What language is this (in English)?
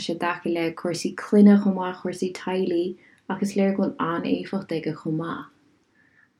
Irish